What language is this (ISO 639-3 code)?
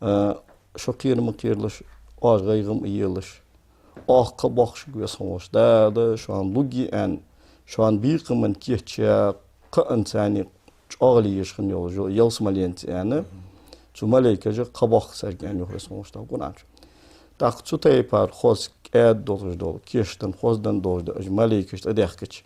inh